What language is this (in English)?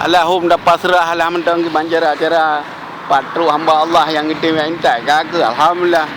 Achinese